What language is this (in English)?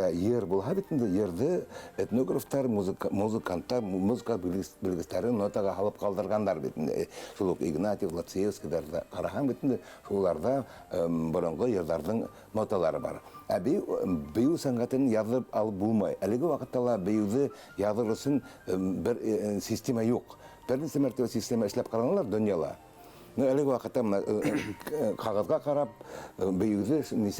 Bashkir